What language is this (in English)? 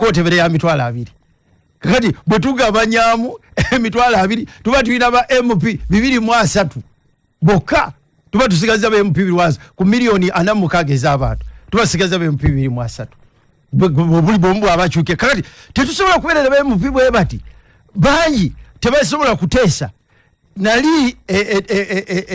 Ganda